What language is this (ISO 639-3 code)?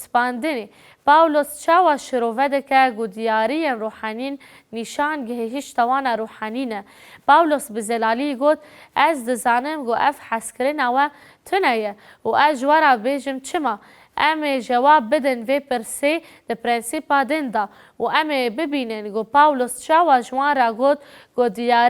kur